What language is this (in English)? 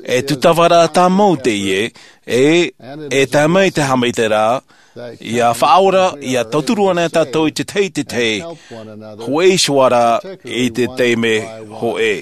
Tahitian